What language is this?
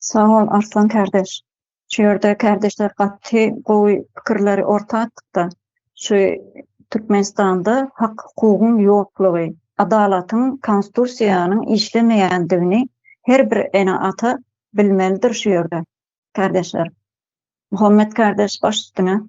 Turkmen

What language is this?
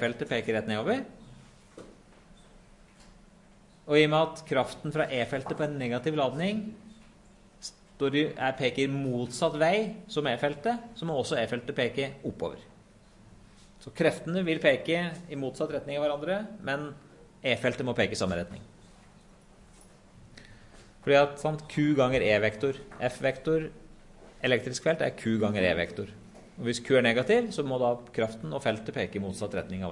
Norwegian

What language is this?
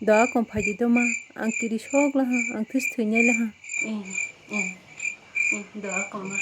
Kok Borok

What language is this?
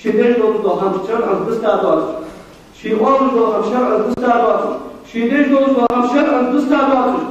Ingush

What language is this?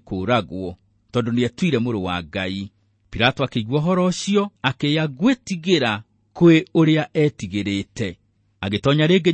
Kikuyu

